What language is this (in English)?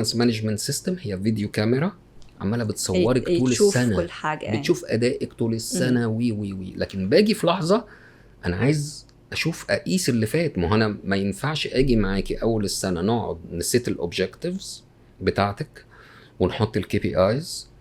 Egyptian Arabic